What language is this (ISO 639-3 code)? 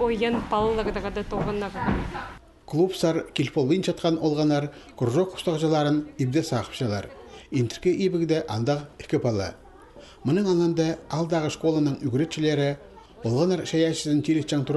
kjh